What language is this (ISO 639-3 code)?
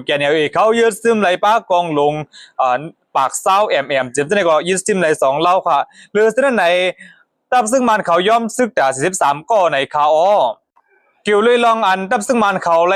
shn